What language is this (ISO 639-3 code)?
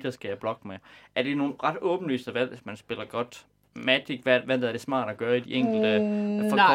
dan